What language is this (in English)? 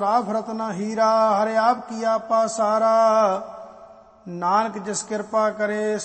Punjabi